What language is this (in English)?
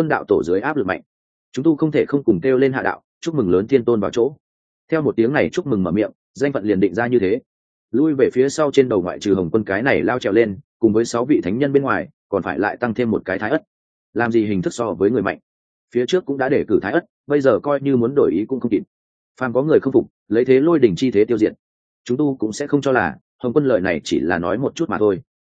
Vietnamese